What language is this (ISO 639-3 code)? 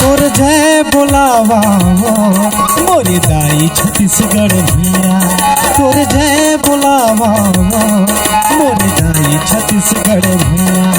hne